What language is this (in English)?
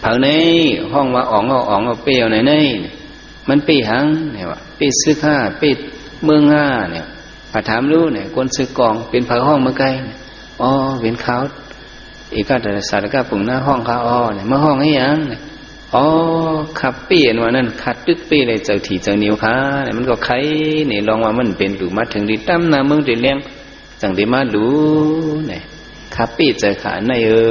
Shan